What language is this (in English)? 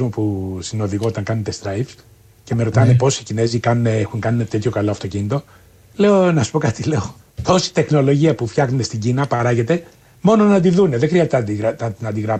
Greek